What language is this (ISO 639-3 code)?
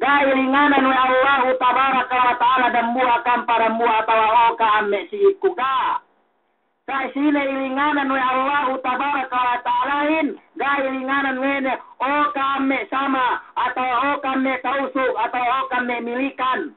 yka